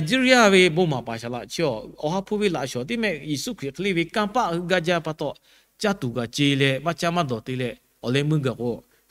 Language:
Lahu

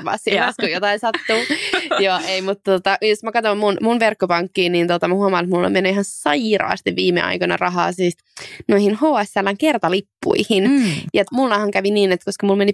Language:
Finnish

